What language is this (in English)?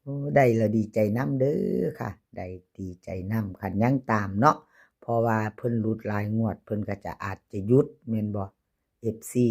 Lao